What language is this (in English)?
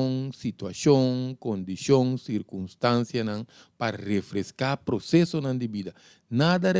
Papiamento